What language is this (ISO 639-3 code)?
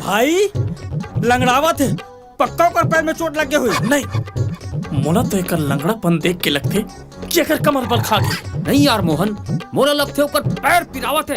hne